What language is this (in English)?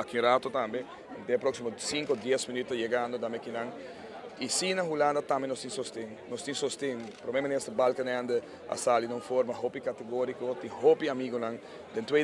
Papiamento